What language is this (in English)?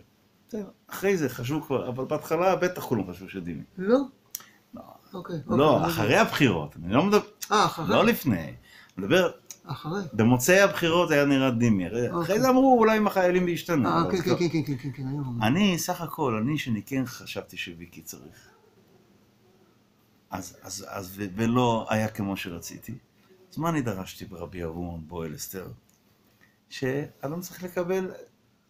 Hebrew